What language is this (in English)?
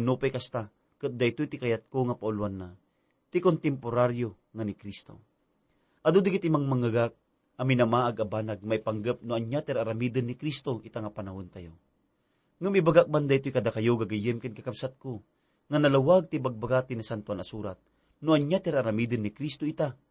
Iloko